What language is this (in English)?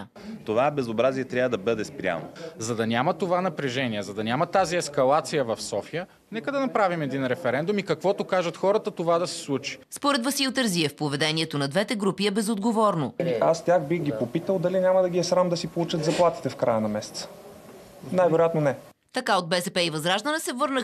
Bulgarian